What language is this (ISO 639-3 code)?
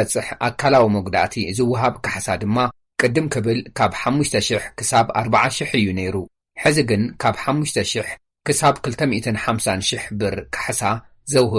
tir